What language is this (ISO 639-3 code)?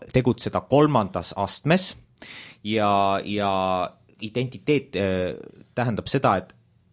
est